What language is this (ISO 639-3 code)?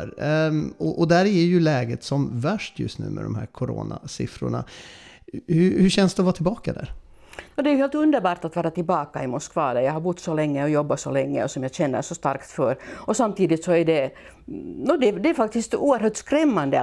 swe